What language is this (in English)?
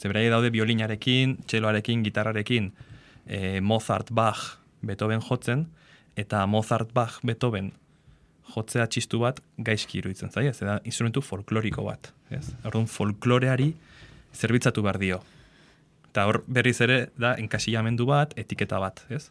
Basque